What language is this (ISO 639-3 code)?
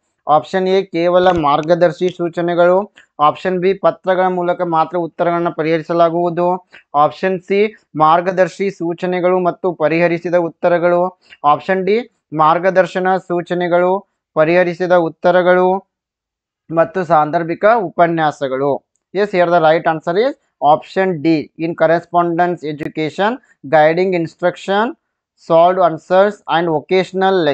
kan